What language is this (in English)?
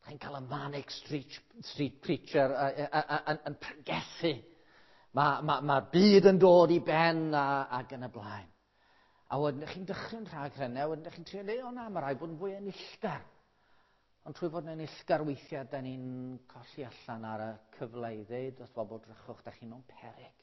Welsh